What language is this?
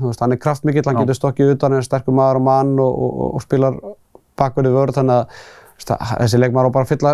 Icelandic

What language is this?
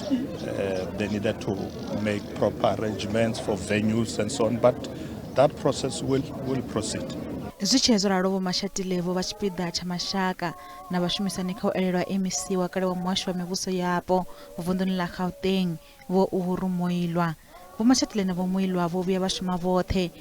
Venda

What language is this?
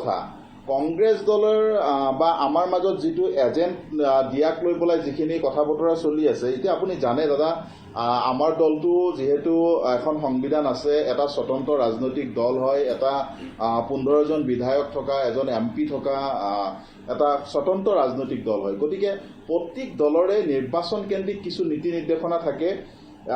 Assamese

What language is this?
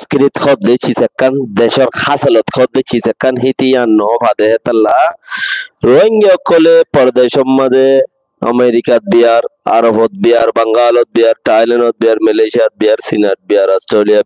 Rohingya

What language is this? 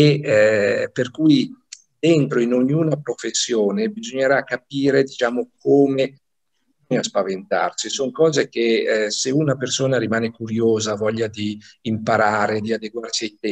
Italian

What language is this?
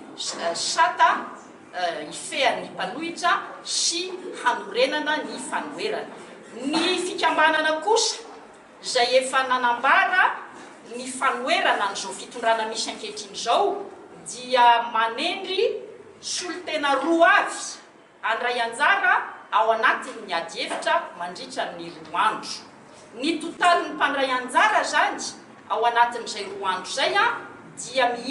Malagasy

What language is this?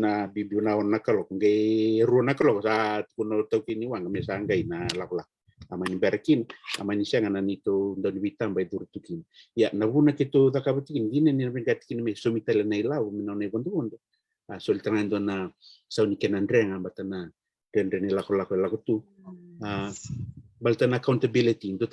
Fijian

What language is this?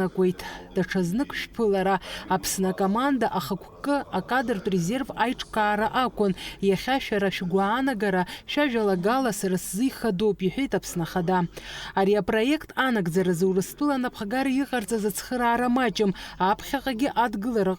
Abkhazian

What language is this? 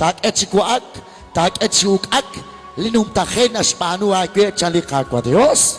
Kekchí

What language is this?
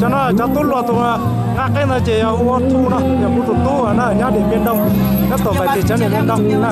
Hmong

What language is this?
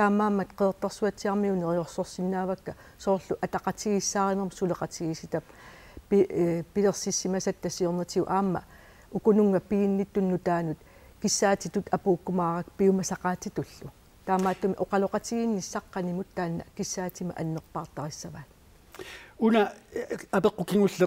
Kalaallisut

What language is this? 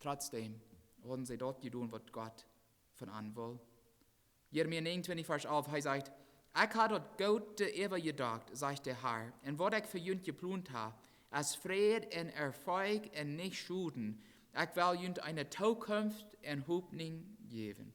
Plautdietsch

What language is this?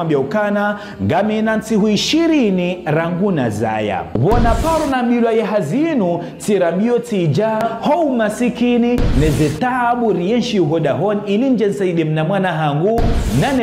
Ngazidja Comorian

